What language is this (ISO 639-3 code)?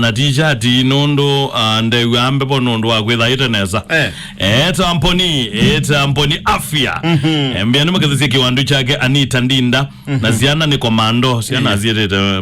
kam